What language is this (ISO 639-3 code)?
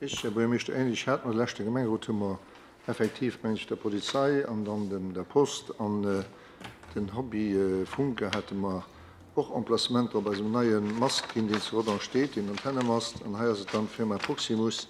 ltz